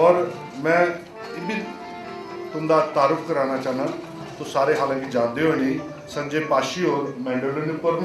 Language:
Dogri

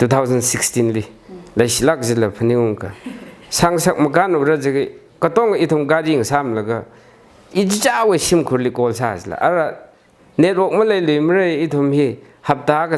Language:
Tangkhul Naga (India)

